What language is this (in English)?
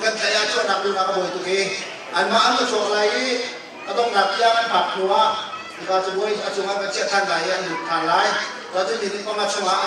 Hakha Chin